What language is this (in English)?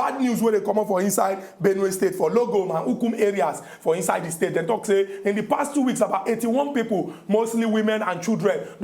Nigerian Pidgin